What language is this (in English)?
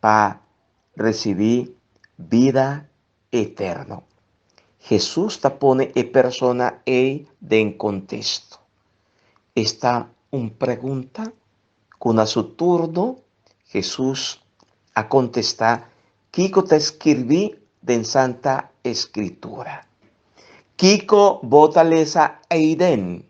Papiamento